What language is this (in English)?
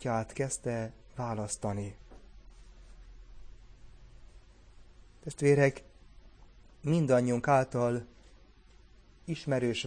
Hungarian